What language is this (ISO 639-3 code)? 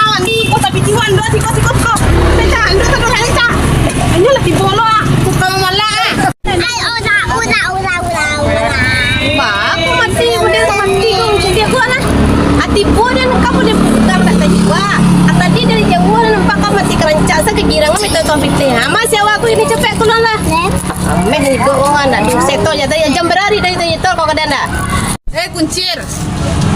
min